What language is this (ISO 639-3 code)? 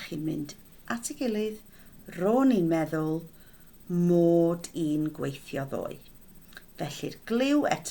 cym